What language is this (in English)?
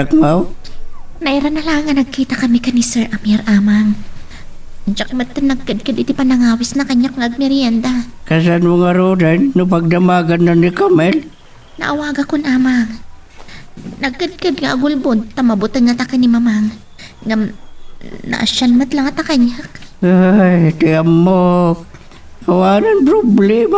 Iloko